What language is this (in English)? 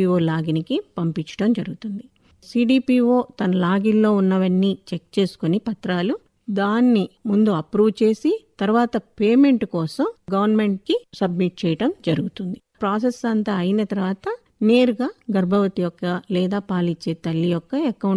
Telugu